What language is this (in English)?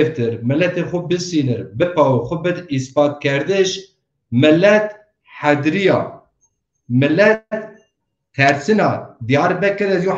Zaza